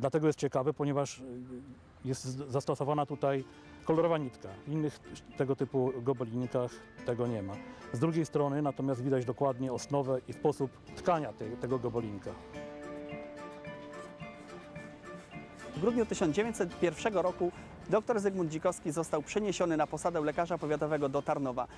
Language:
Polish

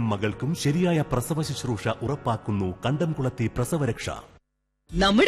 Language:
Malayalam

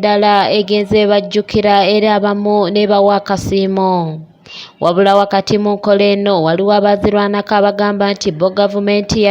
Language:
Ganda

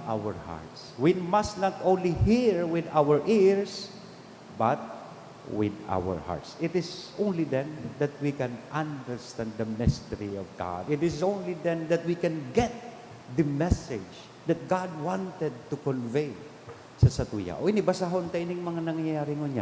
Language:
Bikol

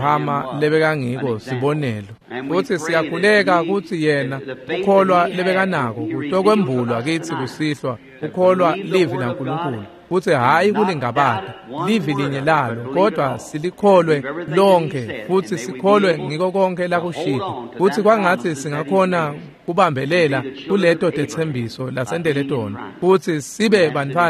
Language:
Swati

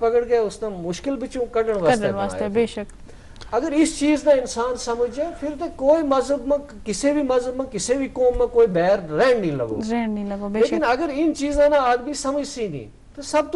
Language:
Gujari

